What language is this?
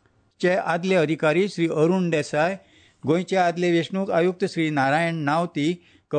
Konkani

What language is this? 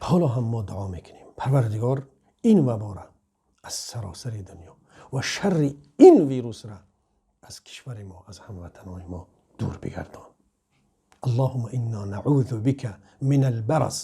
Tajik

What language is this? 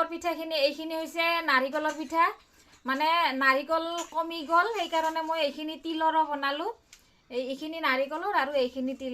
Assamese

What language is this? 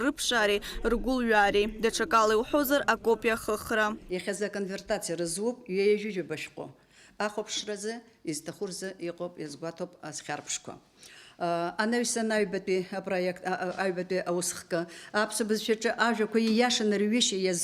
Abkhazian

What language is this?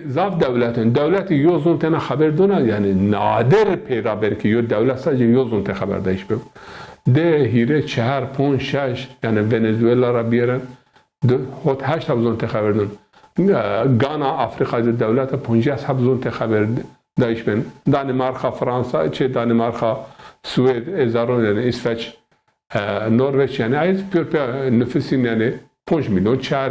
Zaza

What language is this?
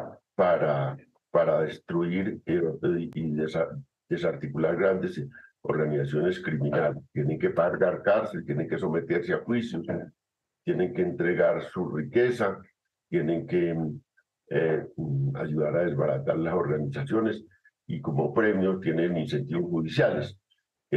Spanish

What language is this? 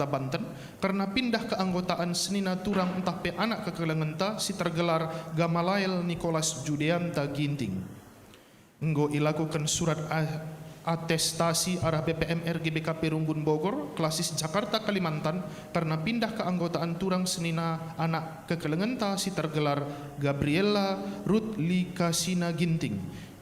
Batak Karo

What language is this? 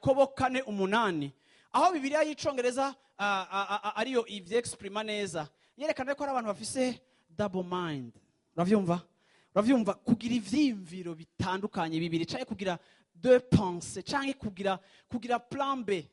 Rundi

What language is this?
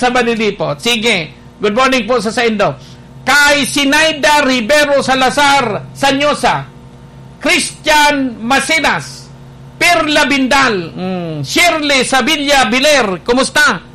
Bikol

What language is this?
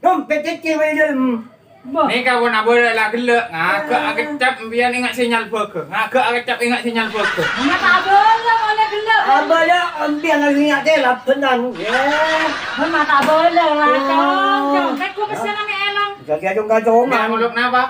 Madurese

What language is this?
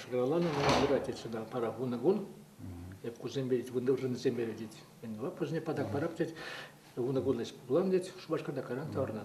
Chuvash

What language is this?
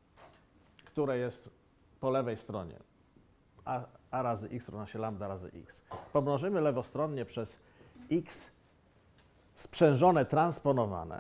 Polish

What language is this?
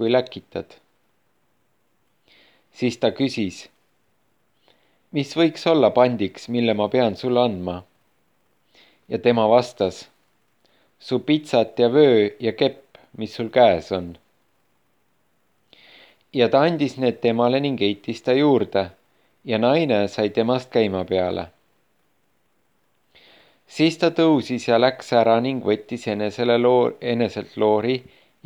Estonian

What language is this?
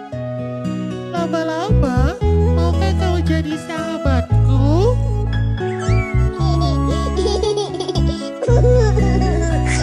Indonesian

